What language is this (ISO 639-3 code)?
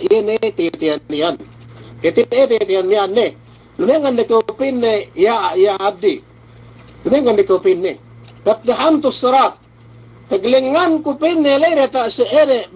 yka